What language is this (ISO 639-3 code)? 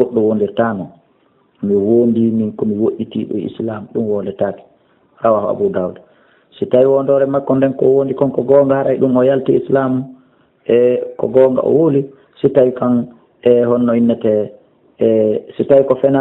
ful